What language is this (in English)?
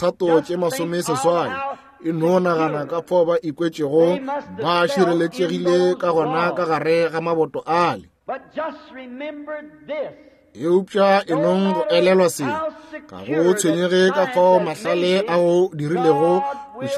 Northern Sotho